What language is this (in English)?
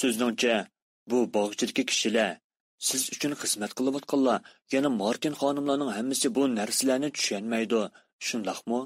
Uyghur